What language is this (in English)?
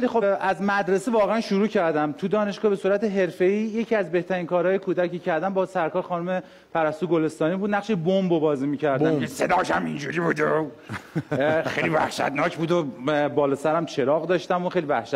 Persian